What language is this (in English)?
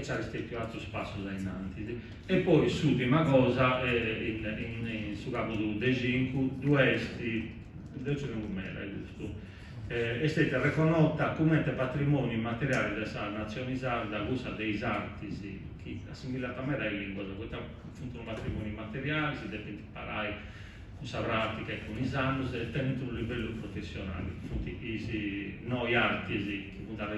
Sardinian